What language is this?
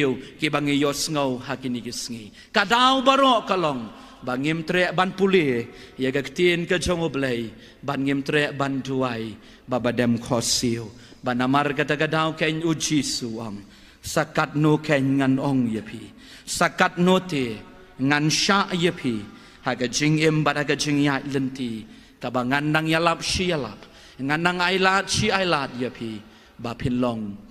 Khasi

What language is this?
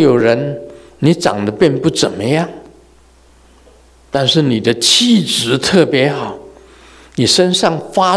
Chinese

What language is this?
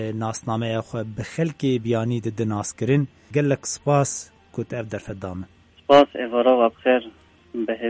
Kurdish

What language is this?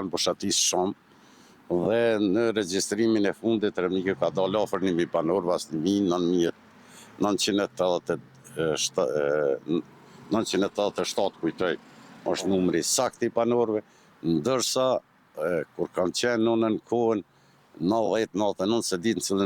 Albanian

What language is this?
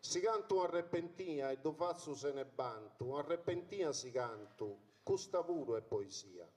Sardinian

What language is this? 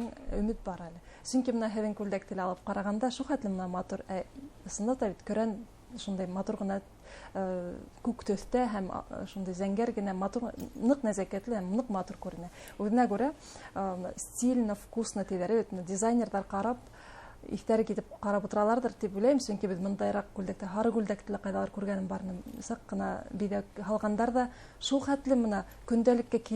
Bashkir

